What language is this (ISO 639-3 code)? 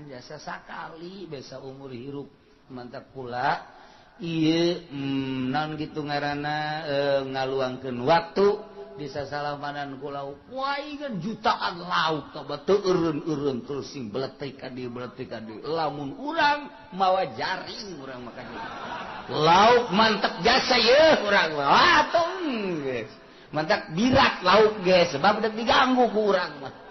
sun